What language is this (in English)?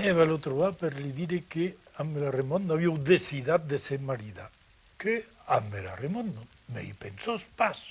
Occitan